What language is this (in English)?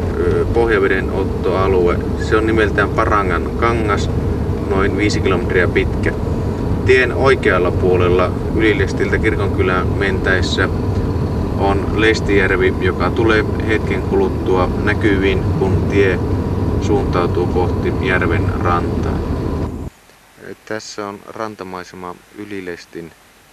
Finnish